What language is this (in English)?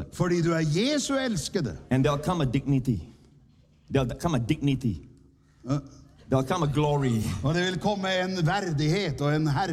Norwegian